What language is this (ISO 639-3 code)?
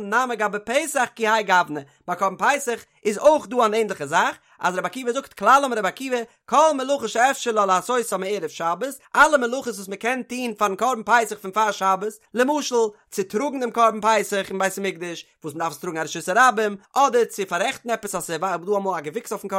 yid